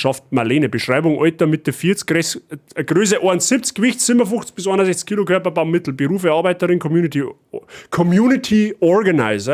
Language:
Bavarian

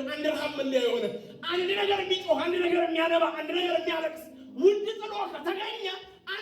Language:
Amharic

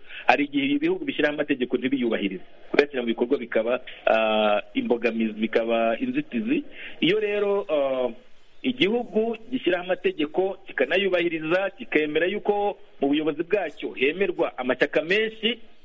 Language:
Kinyarwanda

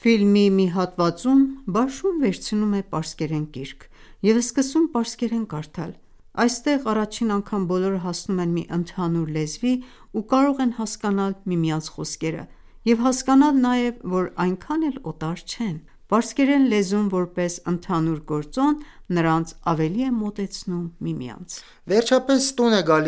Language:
Armenian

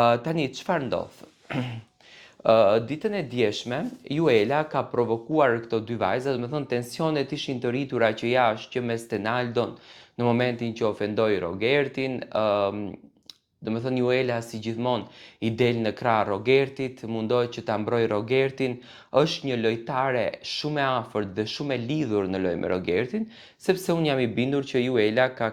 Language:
Albanian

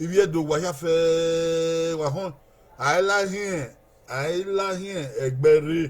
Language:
Bini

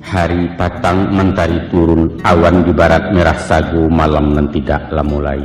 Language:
Minangkabau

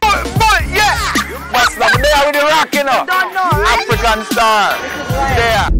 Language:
Jamaican Creole English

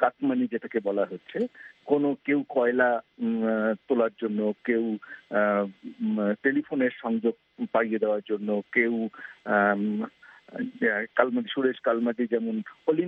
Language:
Bangla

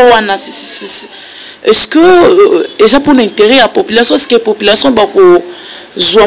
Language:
Lingala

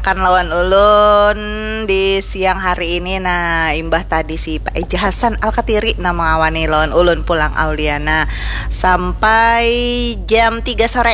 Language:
Banjar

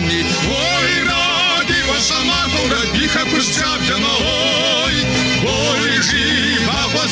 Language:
Kabardian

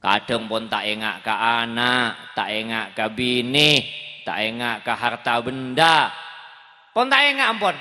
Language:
Madurese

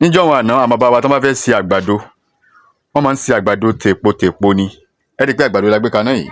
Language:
Yoruba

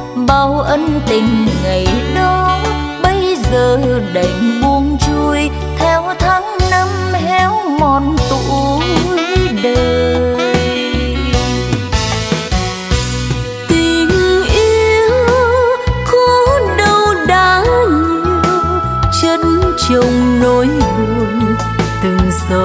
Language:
Vietnamese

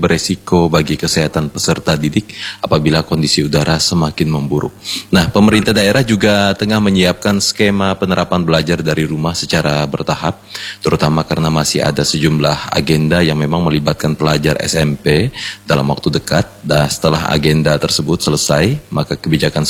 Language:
Indonesian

